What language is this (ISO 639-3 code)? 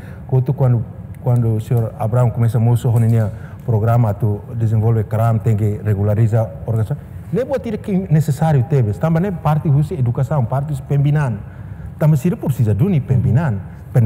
tet